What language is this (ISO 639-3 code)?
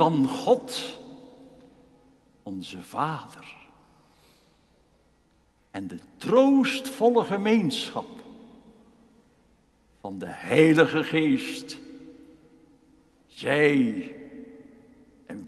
nld